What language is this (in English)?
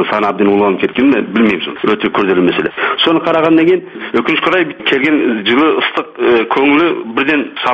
Kazakh